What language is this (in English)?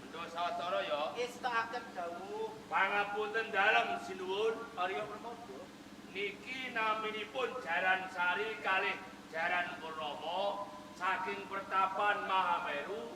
Javanese